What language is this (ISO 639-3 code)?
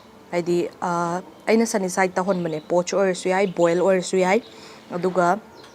mni